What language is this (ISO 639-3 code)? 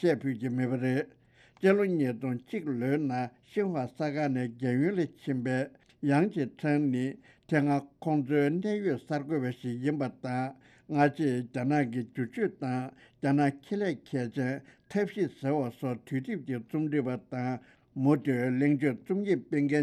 bod